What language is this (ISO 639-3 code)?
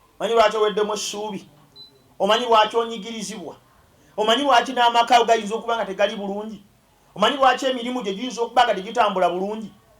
lug